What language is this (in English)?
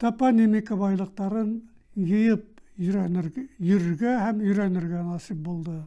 Bashkir